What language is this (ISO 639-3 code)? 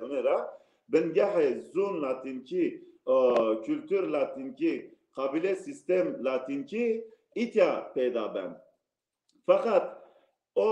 zza